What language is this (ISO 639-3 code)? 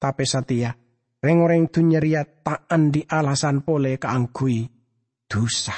mad